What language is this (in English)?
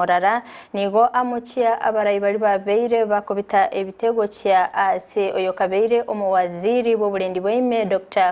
Gusii